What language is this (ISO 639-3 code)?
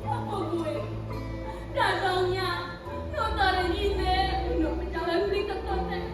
ban